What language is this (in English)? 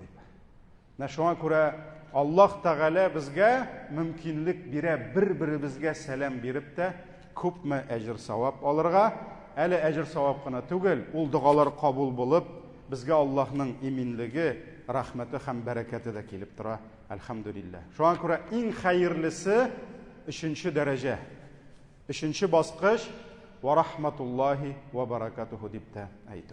Tatar